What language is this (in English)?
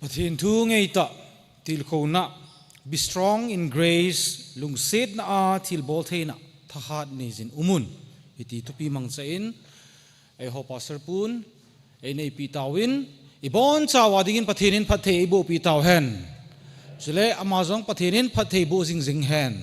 Thado Chin